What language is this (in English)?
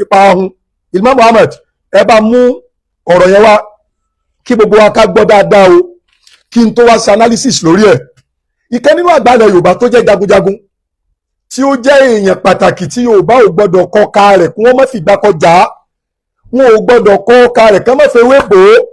Yoruba